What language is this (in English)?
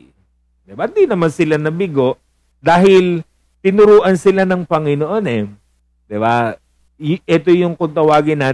Filipino